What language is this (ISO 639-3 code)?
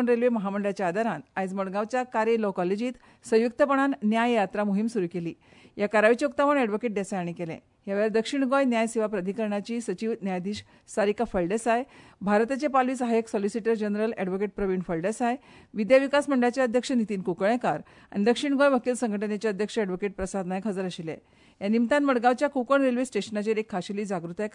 kok